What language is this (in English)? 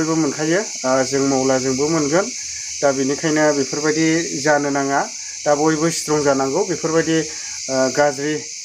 Bodo